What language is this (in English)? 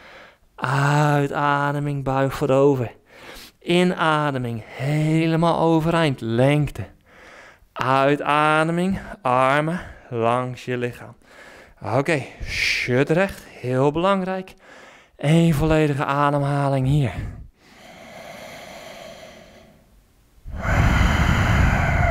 Dutch